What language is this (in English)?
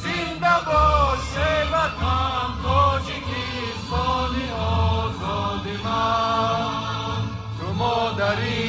Tajik